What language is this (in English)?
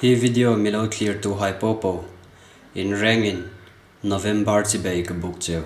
Hmar